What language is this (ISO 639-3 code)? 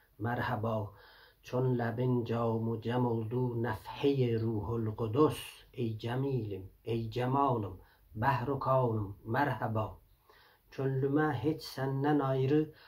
azb